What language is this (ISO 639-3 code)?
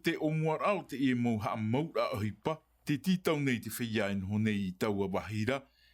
tah